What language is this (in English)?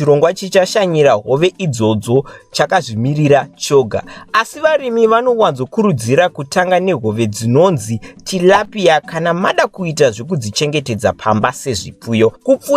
Shona